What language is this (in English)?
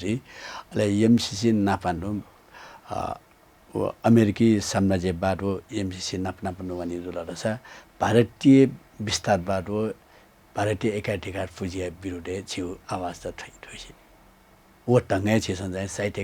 Newari